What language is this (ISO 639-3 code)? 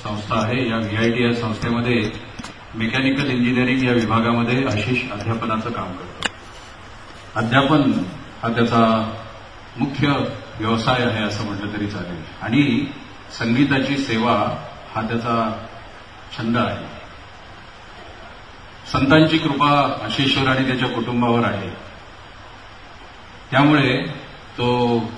mar